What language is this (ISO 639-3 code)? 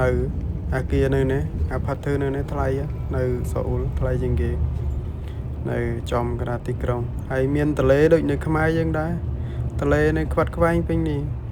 khm